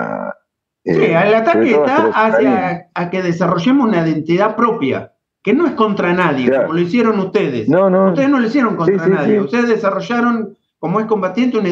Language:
Spanish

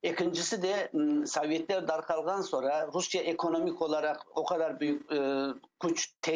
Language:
Crimean Tatar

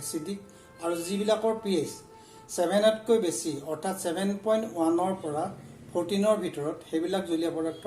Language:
Assamese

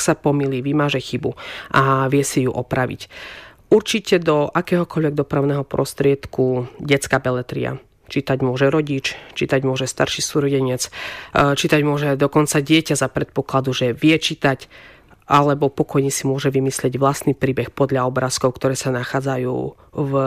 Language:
Slovak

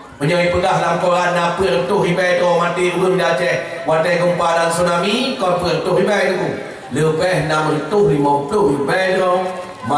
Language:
Achinese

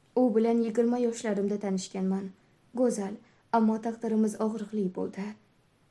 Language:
Uzbek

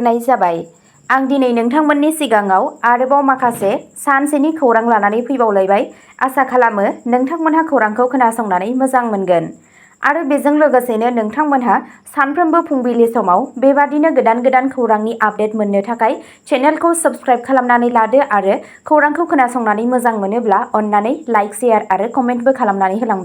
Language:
Bodo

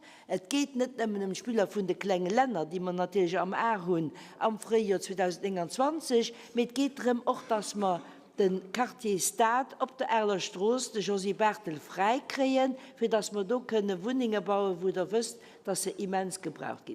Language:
Luxembourgish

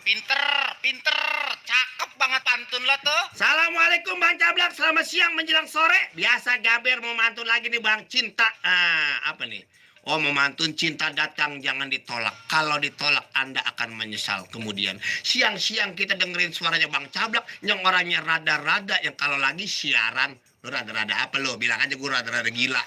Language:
Betawi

